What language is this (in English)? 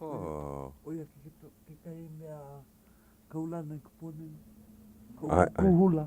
Hawaiian